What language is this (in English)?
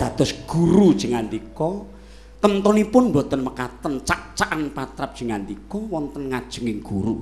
Javanese